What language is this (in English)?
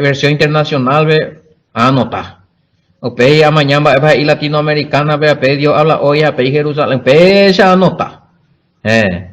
Guarani